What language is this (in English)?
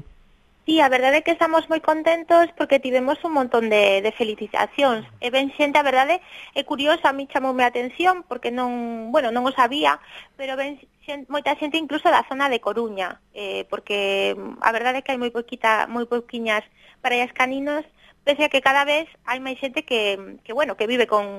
Galician